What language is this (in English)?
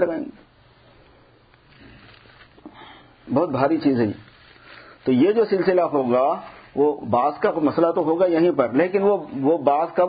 Urdu